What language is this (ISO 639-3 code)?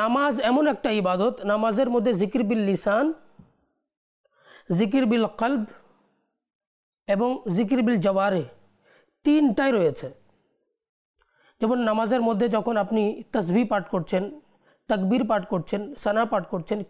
ben